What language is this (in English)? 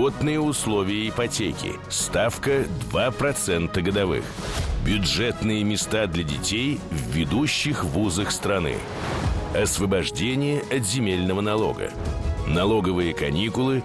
Russian